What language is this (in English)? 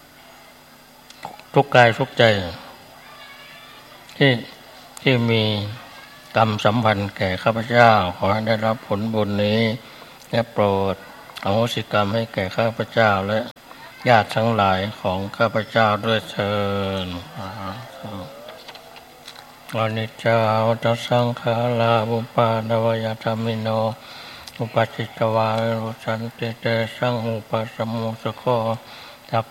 Thai